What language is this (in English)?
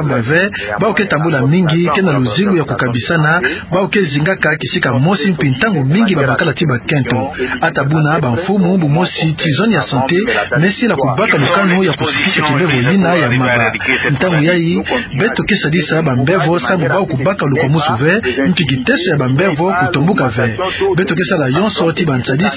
Kituba (Democratic Republic of Congo)